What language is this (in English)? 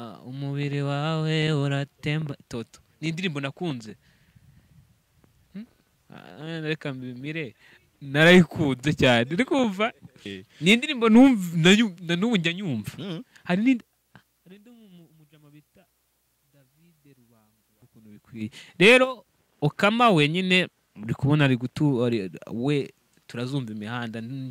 Kinyarwanda